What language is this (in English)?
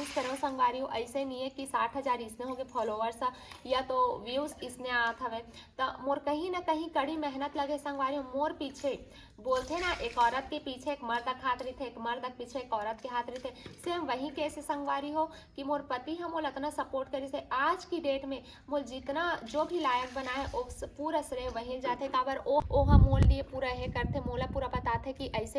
Chhattisgarhi